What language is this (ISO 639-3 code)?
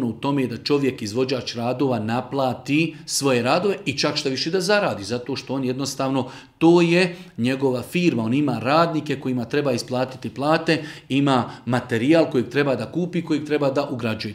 bos